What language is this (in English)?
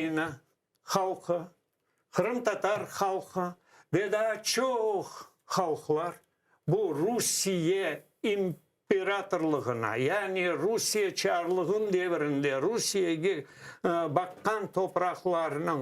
Crimean Tatar